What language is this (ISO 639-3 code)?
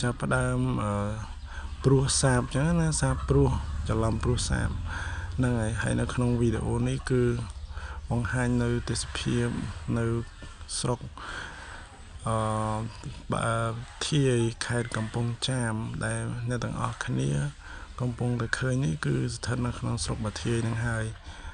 khm